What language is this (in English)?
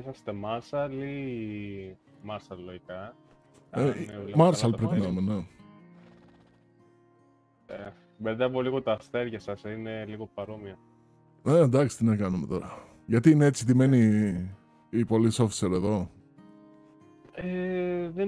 Greek